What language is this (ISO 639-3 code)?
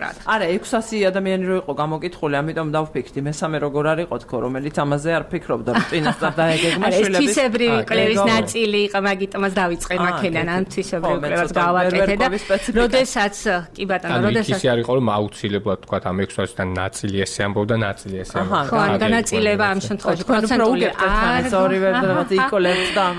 kat